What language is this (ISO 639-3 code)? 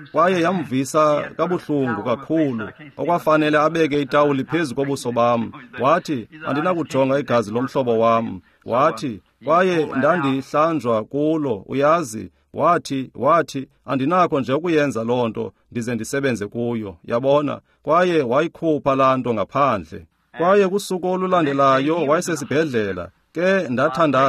xho